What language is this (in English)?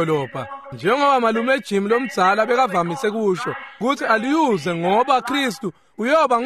Swati